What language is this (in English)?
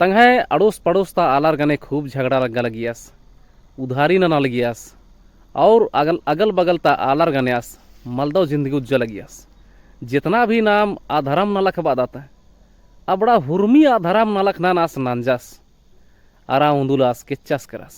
Kurukh